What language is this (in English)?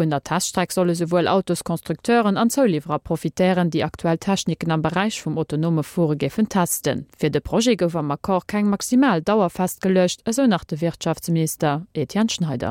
Luxembourgish